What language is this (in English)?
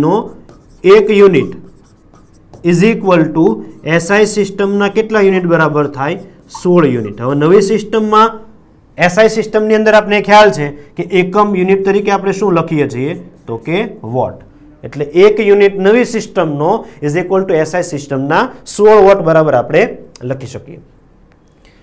Gujarati